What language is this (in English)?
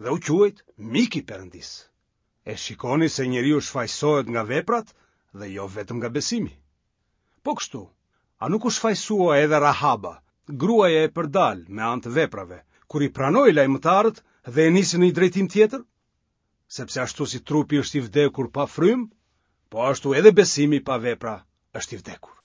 Albanian